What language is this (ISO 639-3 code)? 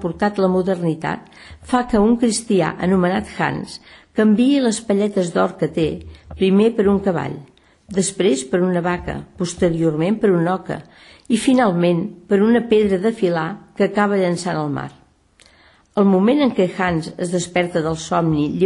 cat